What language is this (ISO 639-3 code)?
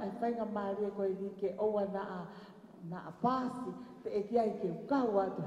ton